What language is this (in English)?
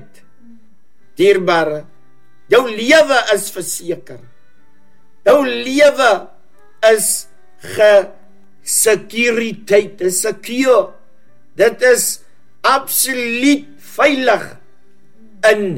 Afrikaans